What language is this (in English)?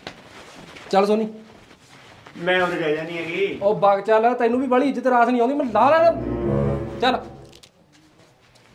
Punjabi